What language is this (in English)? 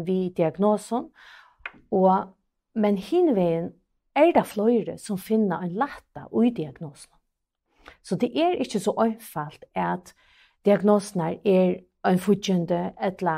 Faroese